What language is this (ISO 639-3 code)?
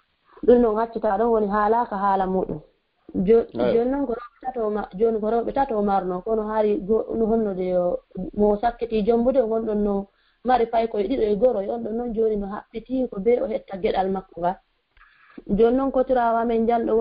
ful